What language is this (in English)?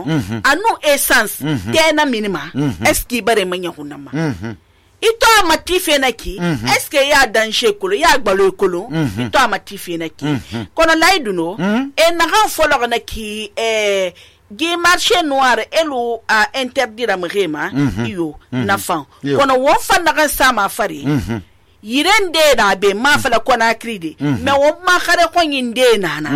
Susu